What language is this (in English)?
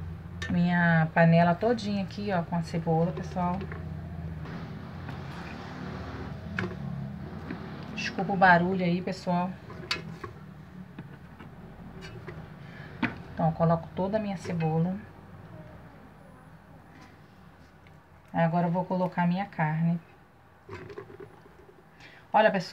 Portuguese